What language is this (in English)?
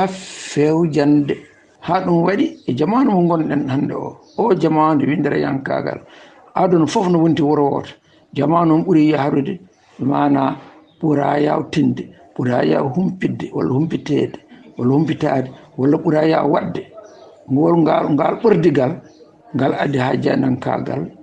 Fula